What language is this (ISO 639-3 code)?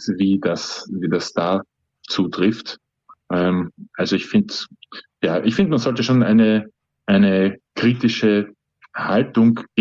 deu